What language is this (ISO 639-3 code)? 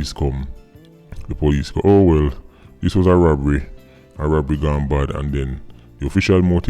jam